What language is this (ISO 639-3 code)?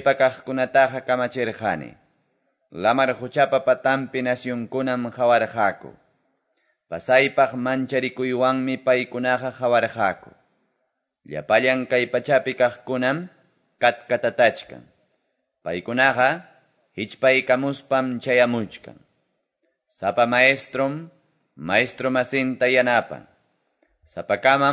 que